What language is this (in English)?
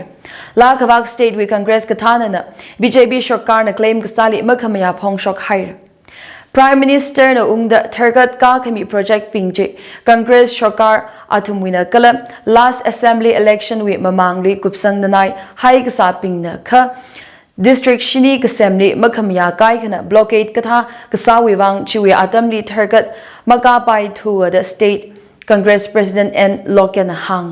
Tangkhul Naga (India)